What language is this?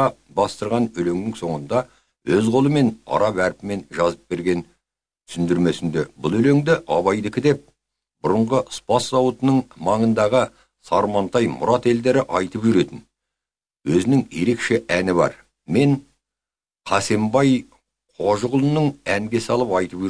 Kazakh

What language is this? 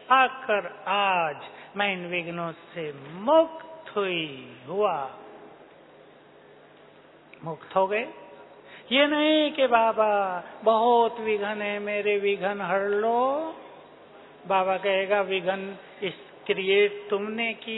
Hindi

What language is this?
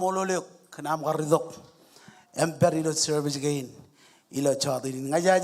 Marshallese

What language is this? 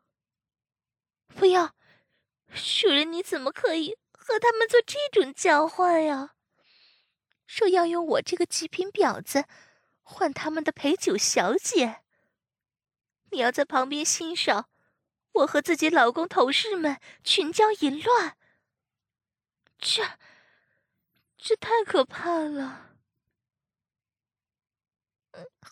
Chinese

